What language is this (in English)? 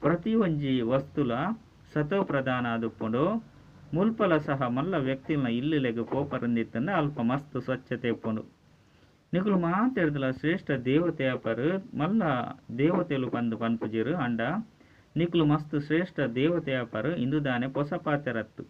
Tulu